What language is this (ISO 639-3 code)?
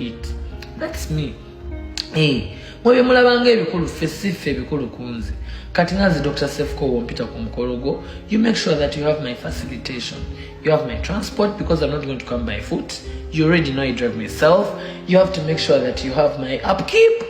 lug